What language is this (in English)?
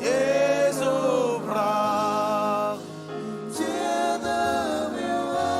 Marshallese